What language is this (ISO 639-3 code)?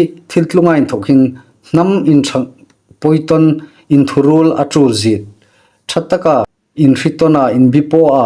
hmr